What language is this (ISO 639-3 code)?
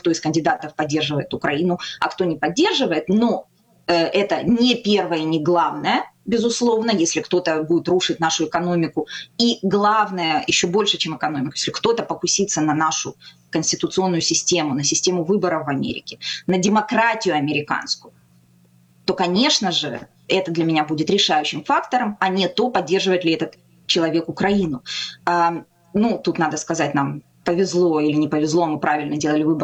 rus